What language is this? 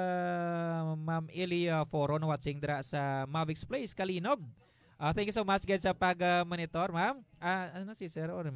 Hiligaynon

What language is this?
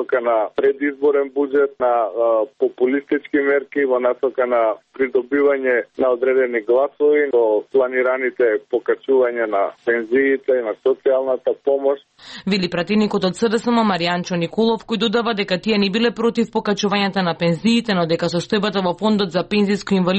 Macedonian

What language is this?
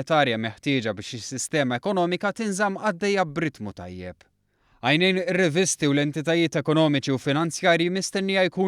Maltese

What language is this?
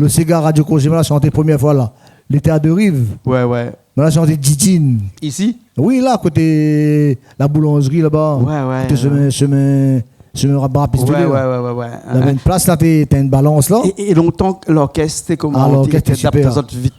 Réunion Creole French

